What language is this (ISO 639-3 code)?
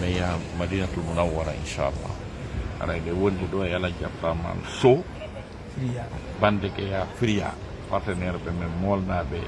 ful